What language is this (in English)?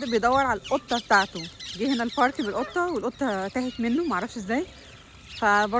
Egyptian Arabic